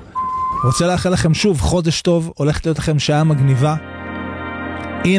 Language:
Hebrew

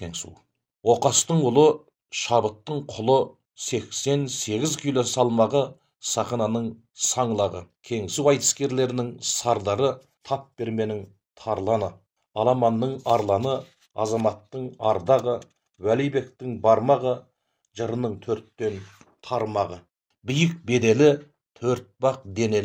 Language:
Kazakh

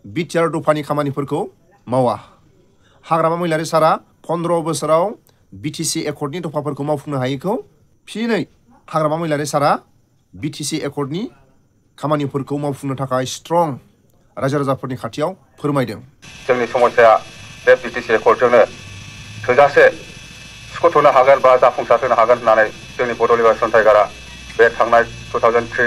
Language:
Bodo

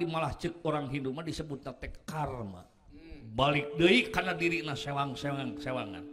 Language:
Sundanese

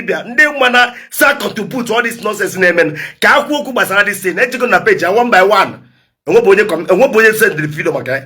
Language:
Igbo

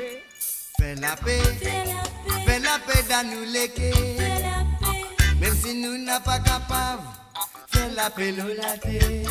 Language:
Morisyen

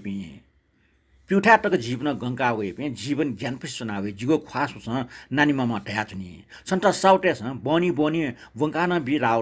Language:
Newari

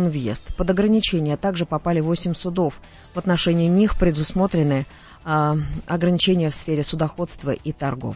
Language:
Russian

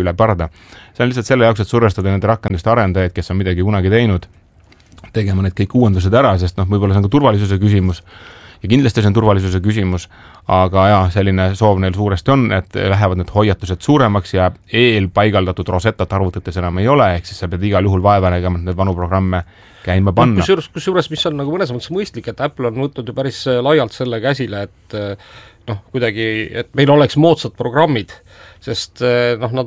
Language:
Estonian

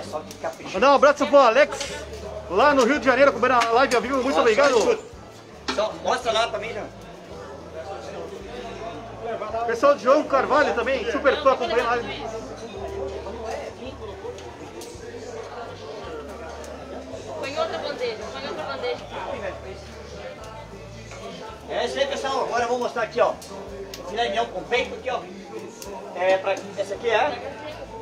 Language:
Portuguese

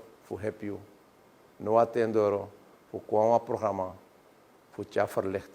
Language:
Sranan Tongo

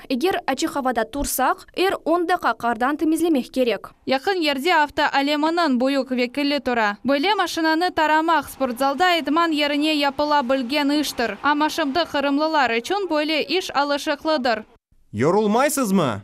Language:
Crimean Tatar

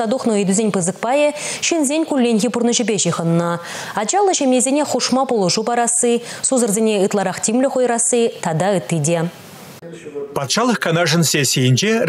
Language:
Chuvash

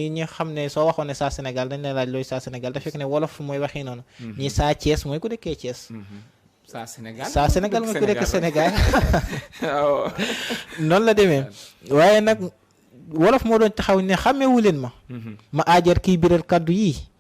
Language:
Wolof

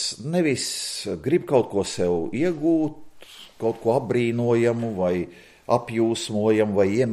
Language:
Latvian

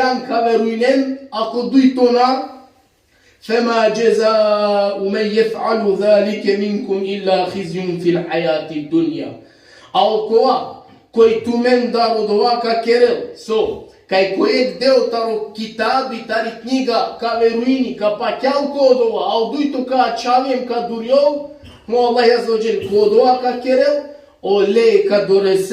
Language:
Balkan Romani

